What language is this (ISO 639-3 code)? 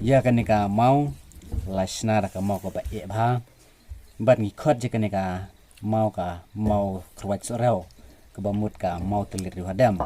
kha